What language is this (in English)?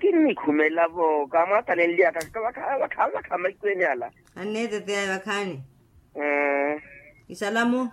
Makhuwa